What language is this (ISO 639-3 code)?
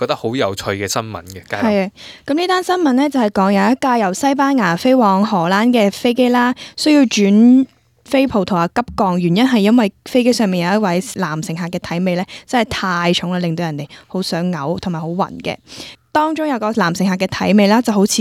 yue